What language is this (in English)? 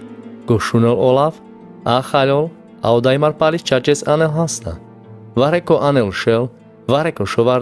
Carpathian Romani